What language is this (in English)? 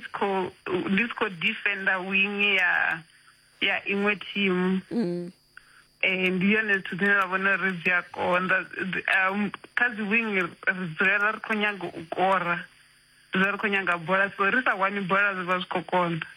Venda